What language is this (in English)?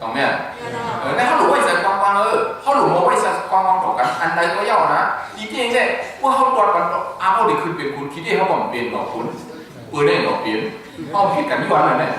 Shan